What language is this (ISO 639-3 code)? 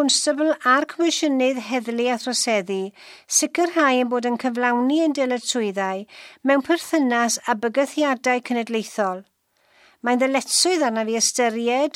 cym